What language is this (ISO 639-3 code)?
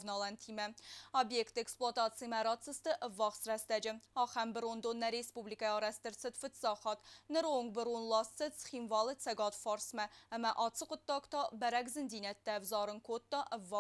oss